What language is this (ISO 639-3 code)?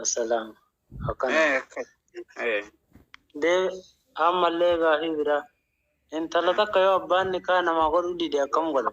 orm